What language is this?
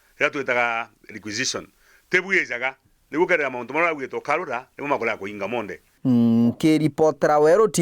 Meru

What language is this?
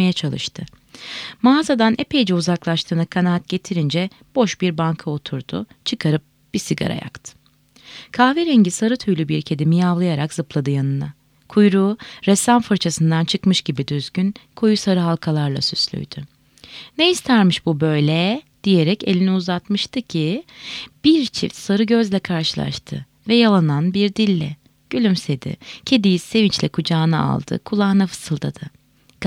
Turkish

